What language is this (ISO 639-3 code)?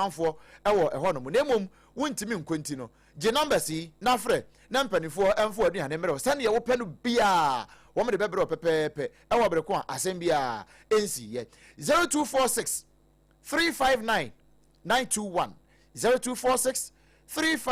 aka